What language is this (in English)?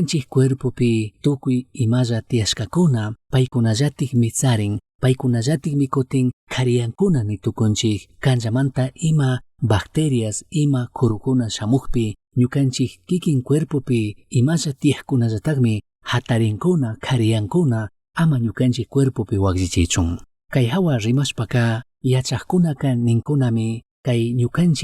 Chimborazo Highland Quichua